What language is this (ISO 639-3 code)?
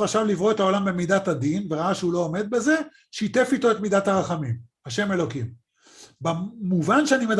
heb